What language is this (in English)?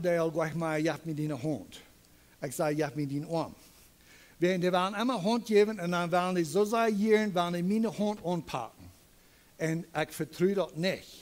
Plautdietsch